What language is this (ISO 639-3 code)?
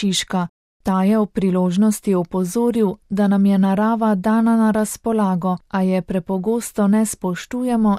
slv